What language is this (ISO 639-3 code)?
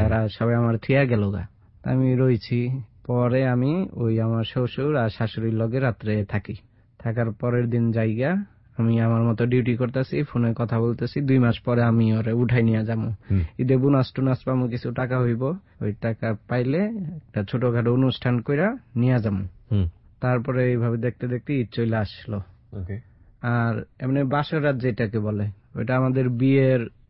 ben